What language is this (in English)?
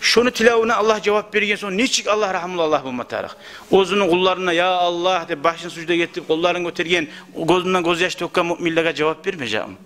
Kumyk